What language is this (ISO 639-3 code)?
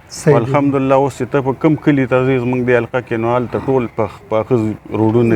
pus